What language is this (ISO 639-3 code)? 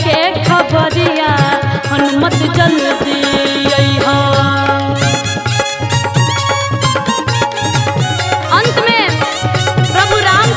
bho